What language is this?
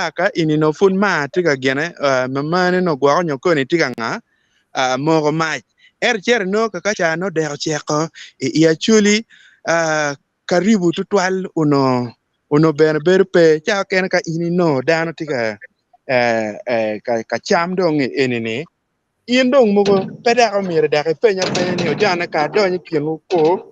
Acoli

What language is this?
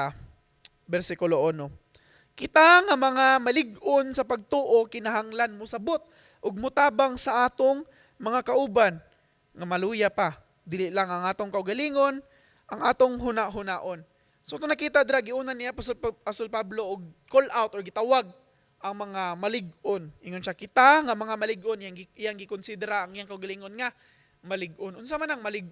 Cebuano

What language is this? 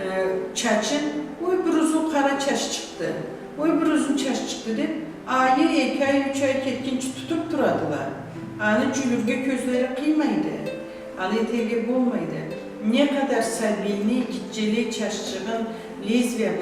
Karachay-Balkar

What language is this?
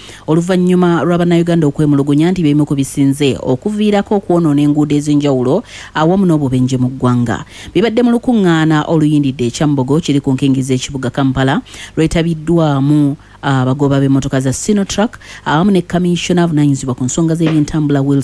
Ganda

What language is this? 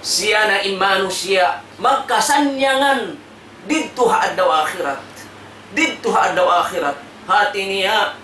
Tausug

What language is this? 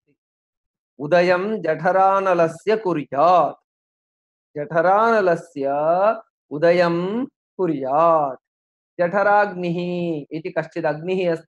Sanskrit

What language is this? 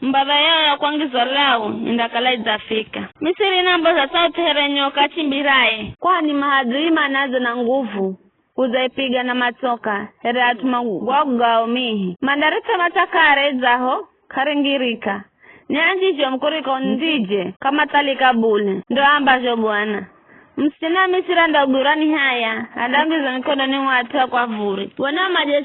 Giryama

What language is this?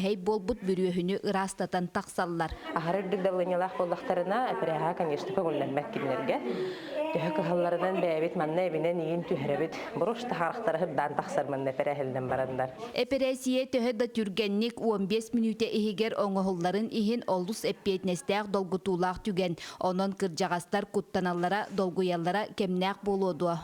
Yakut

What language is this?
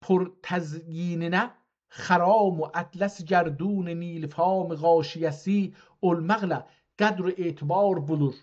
South Azerbaijani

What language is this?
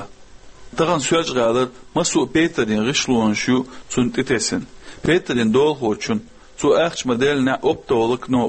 Chechen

